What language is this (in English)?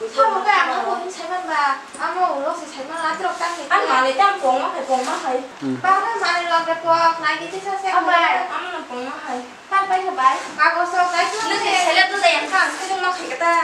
Kok Borok